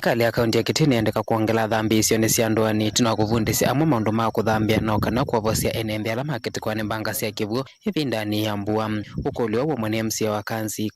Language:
Kamba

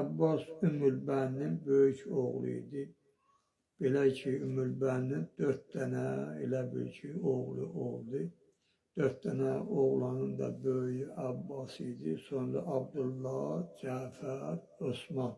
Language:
Azerbaijani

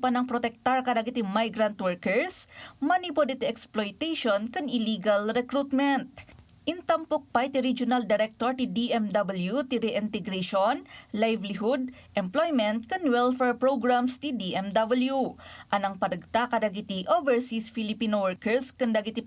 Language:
Iloko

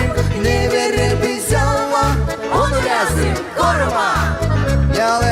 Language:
Gagauz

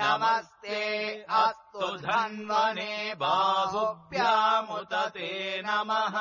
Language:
Sanskrit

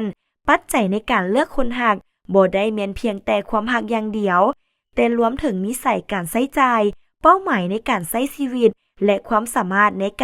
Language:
Lao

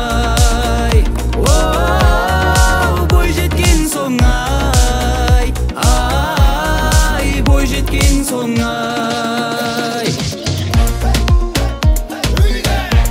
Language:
Kazakh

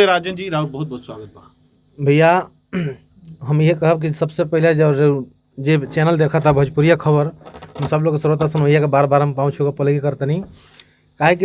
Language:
Bhojpuri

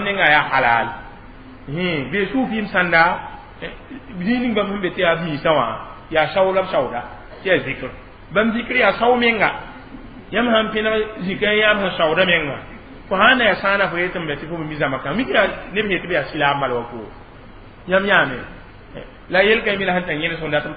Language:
Mossi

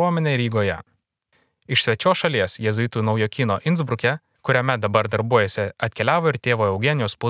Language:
Lithuanian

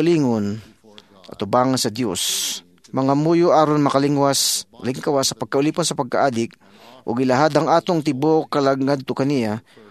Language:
Cebuano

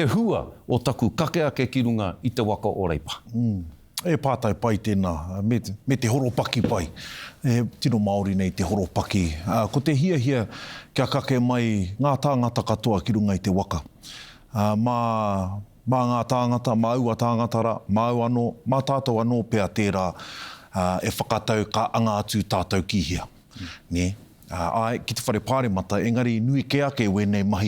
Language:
Māori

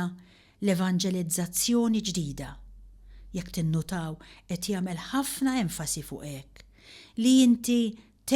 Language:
Maltese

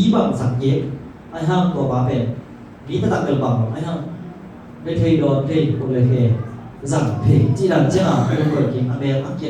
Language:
Tedim Chin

